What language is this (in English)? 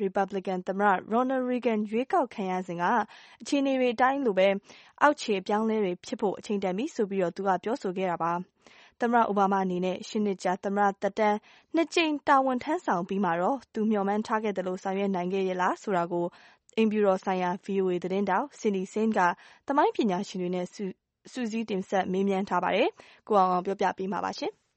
Burmese